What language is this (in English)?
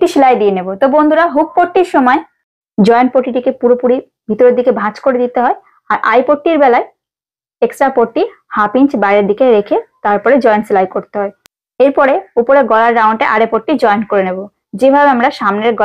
Bangla